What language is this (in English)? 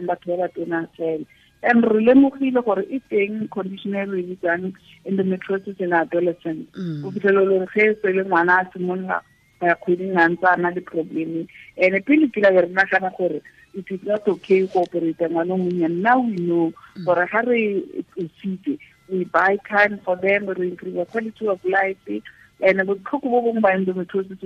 Tswana